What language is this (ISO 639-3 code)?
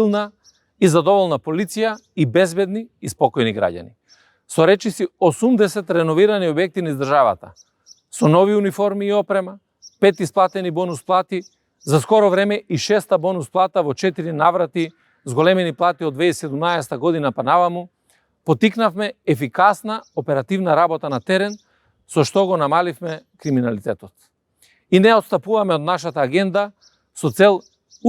mkd